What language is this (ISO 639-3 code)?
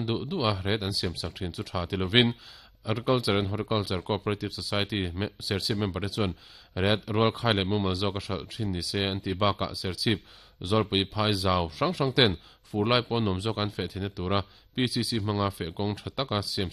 lus